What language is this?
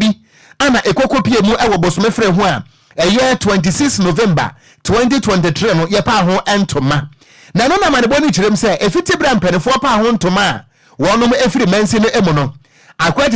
Akan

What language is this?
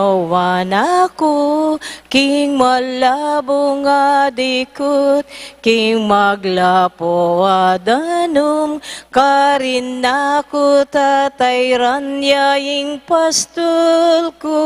Pampanga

